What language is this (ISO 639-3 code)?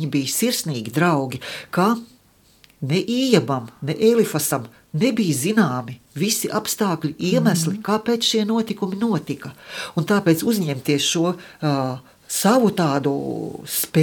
lav